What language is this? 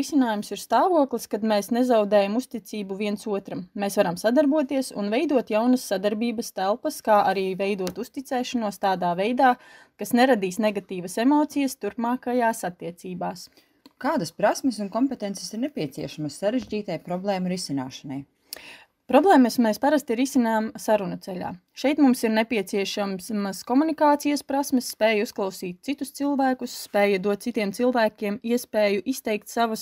Latvian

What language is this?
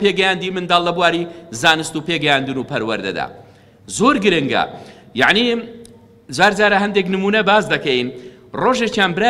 Central Kurdish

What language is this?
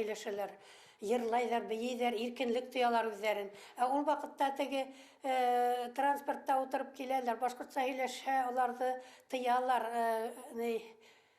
Bashkir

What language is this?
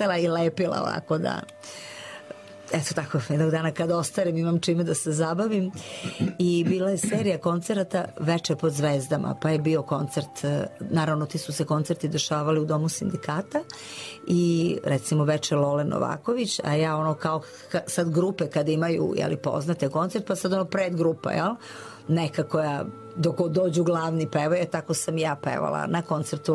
Serbian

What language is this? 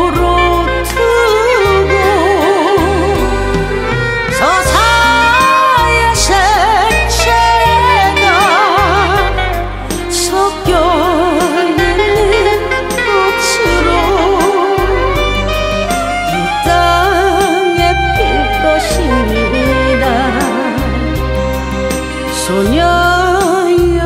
Korean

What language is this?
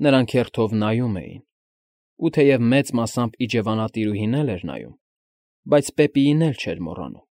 Armenian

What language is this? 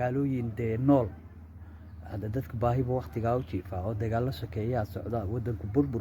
Somali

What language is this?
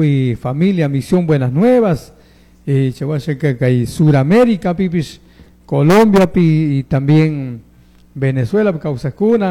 Chimborazo Highland Quichua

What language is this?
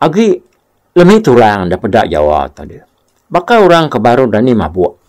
Iban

